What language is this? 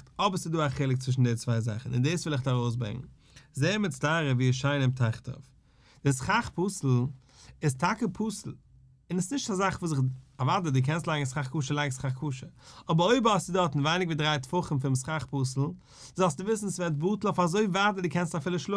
Yiddish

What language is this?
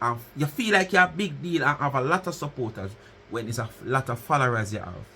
Jamaican Creole English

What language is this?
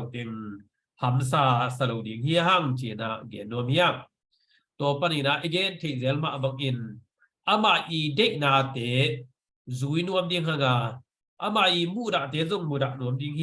Tedim Chin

